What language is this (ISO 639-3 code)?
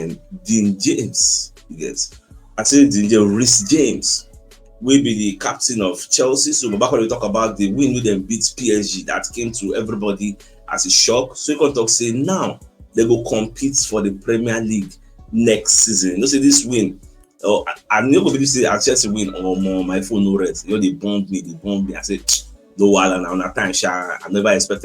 pcm